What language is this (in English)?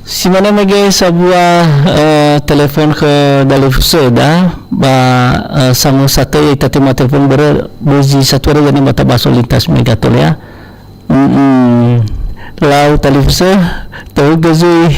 Nias